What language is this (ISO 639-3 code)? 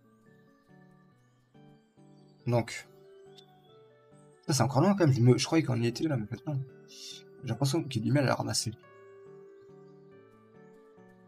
fra